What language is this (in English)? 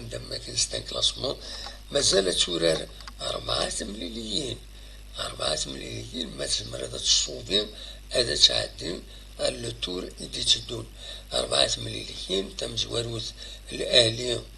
Kabyle